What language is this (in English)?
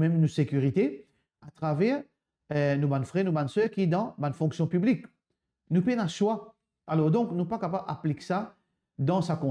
Morisyen